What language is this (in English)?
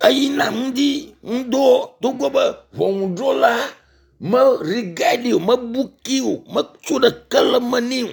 Ewe